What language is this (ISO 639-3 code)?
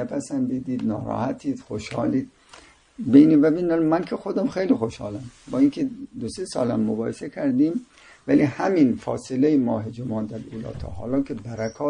fas